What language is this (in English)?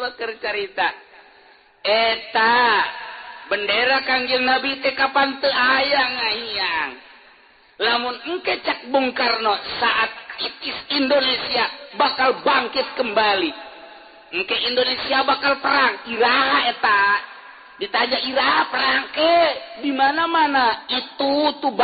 Sundanese